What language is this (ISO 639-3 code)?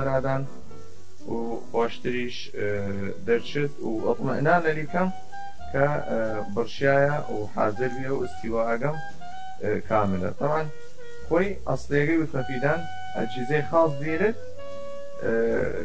sdh